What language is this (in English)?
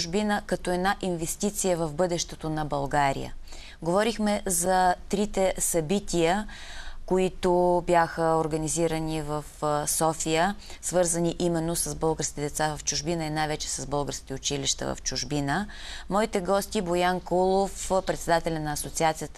Bulgarian